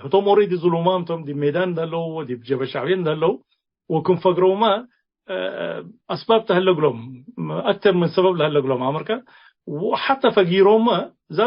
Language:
Tigre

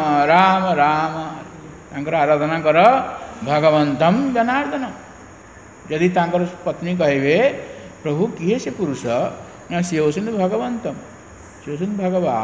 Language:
Odia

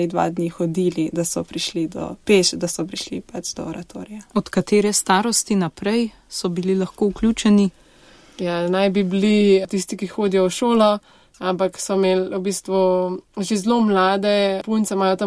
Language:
Slovenian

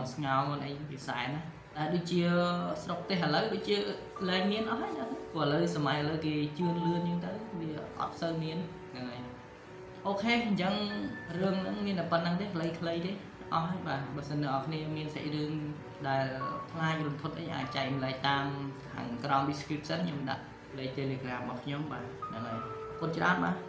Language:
Khmer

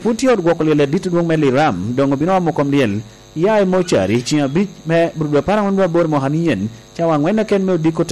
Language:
Lango (Uganda)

